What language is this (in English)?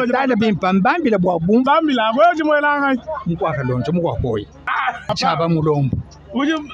Luba-Lulua